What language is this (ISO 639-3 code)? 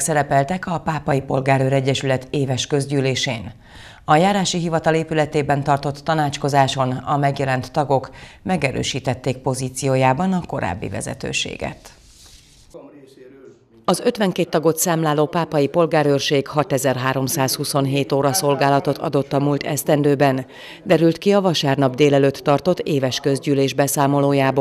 hun